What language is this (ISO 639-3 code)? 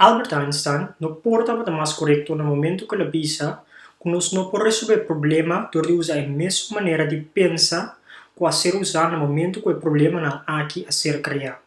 pap